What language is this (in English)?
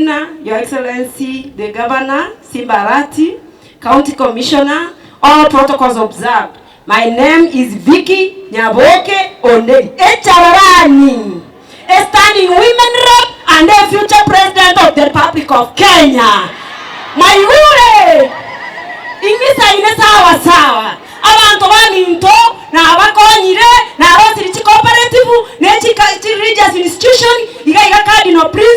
Gusii